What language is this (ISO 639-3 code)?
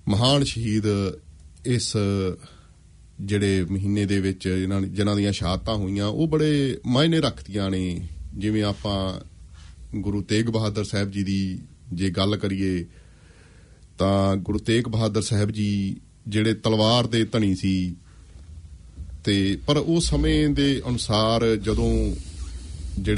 pan